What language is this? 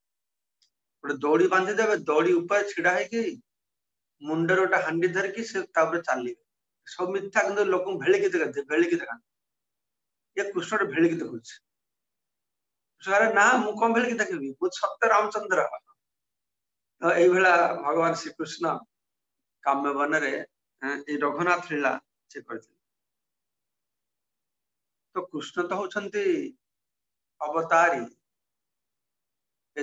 Odia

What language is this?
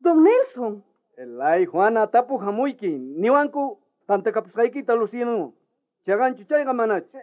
South Bolivian Quechua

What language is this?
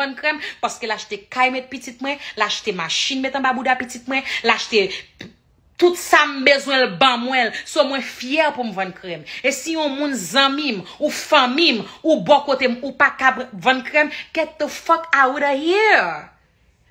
Haitian Creole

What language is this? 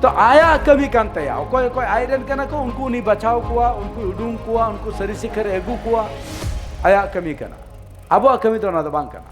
Santali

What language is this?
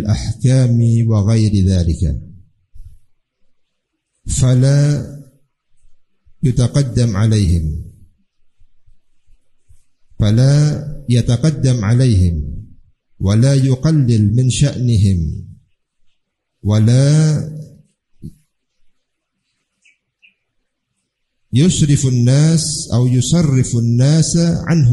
Indonesian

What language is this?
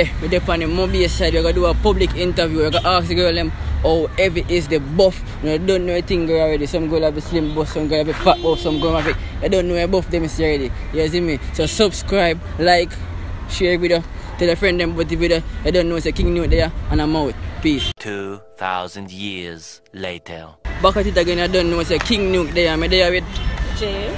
Jamaican Creole English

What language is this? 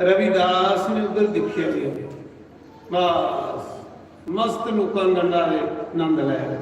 Dogri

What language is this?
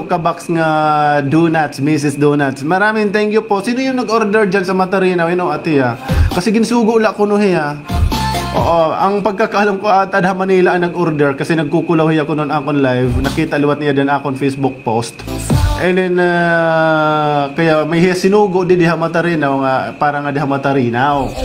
Waray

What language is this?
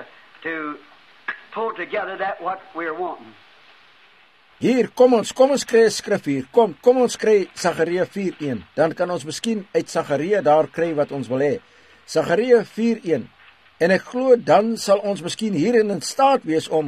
Afrikaans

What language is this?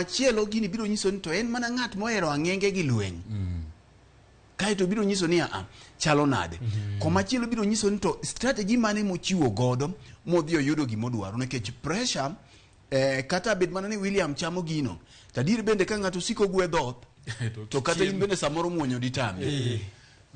Luo (Kenya and Tanzania)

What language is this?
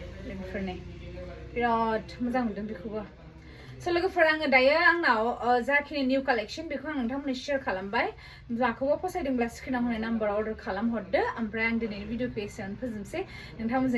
Bodo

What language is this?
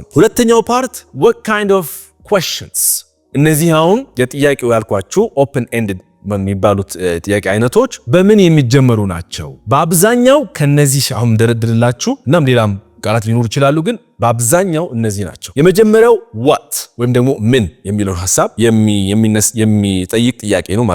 Amharic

